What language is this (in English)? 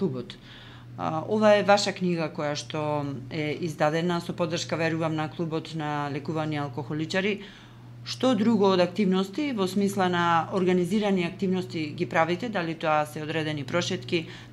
Macedonian